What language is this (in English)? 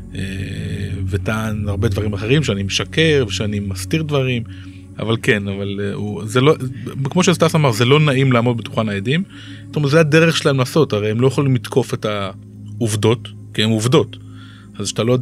Hebrew